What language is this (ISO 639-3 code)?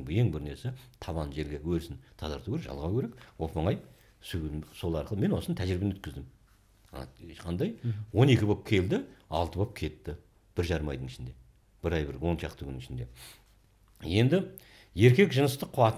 kaz